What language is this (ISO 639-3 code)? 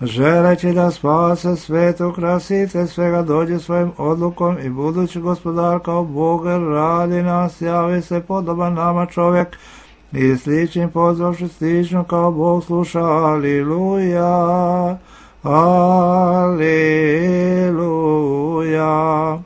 srp